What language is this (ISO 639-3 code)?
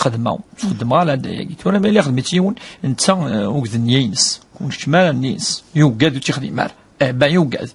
kab